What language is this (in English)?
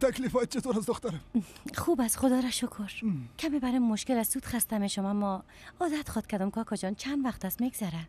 Persian